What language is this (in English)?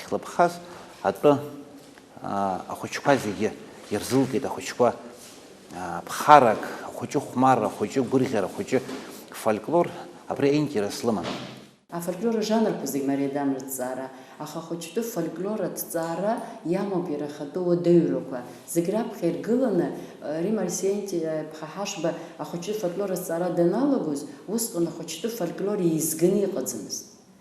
Abkhazian